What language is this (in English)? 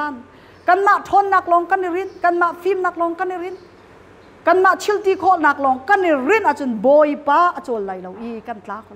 Hakha Chin